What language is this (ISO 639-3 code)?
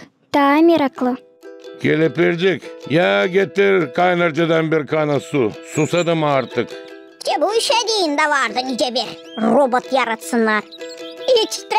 gag